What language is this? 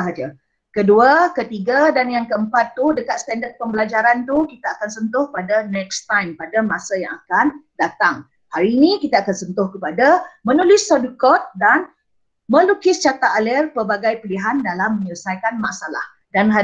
Malay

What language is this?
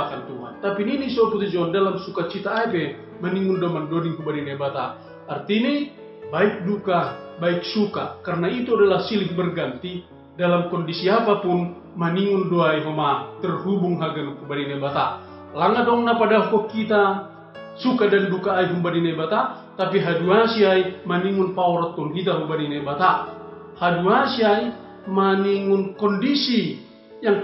Batak Simalungun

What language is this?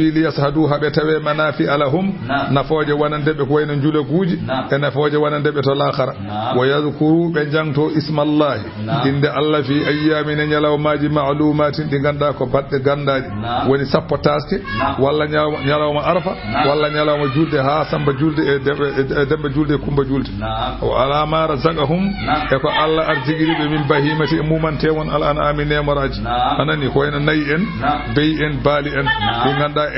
Fula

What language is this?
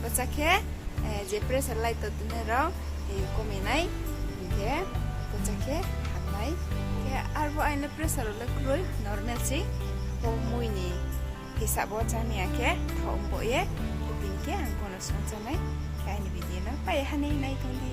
Riang (India)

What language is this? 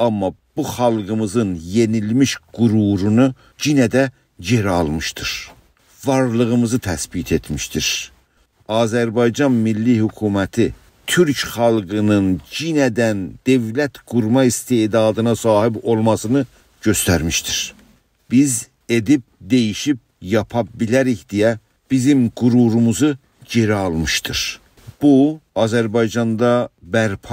South Azerbaijani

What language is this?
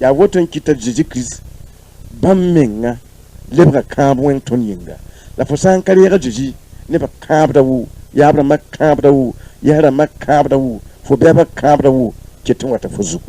Mossi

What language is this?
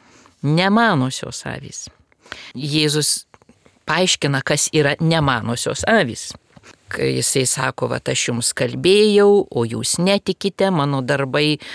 Lithuanian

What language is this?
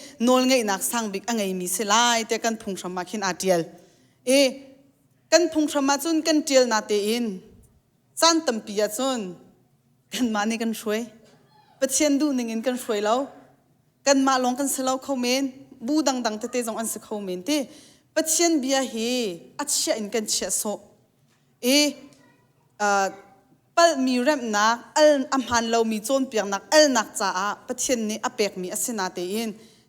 Hakha Chin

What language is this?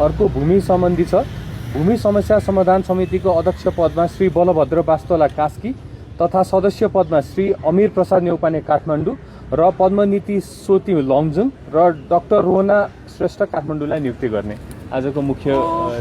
Nepali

